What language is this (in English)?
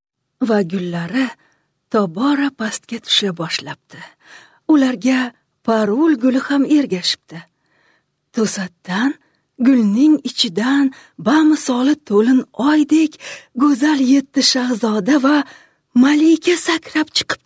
Uzbek